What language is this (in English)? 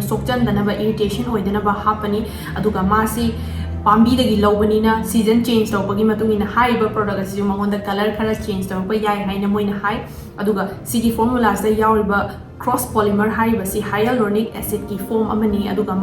Manipuri